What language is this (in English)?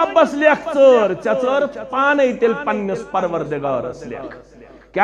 Kashmiri